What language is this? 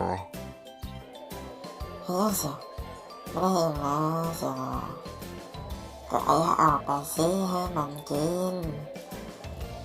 Lao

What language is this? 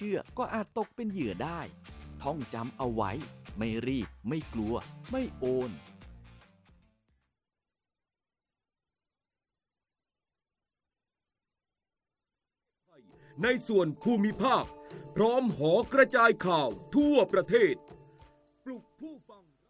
Thai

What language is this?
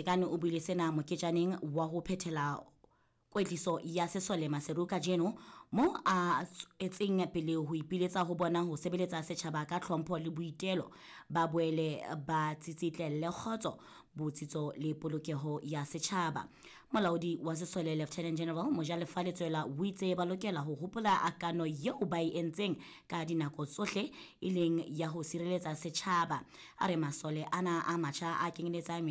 Southern Sotho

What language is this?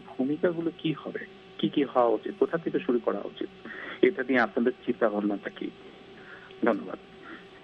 Bangla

